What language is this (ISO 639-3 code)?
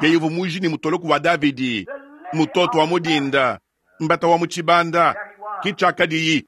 lua